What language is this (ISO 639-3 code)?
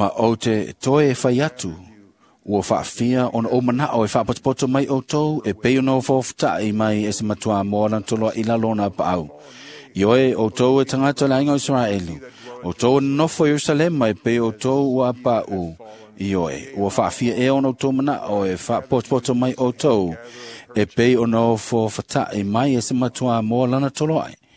smo